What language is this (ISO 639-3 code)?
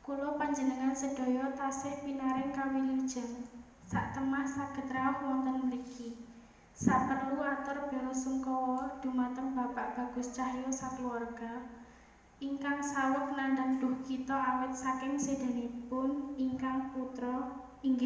jav